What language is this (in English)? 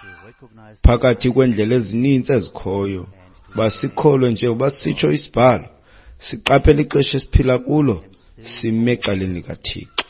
Xhosa